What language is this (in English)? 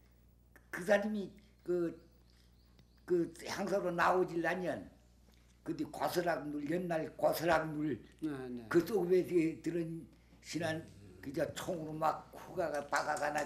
Korean